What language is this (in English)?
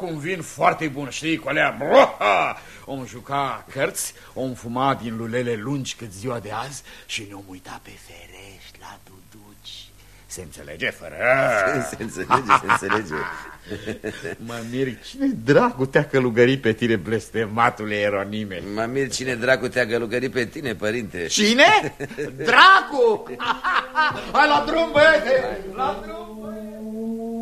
Romanian